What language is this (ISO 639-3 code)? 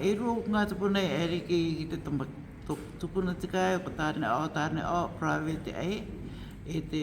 rar